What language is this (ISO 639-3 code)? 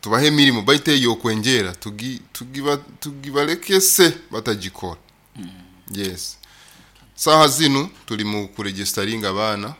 nyo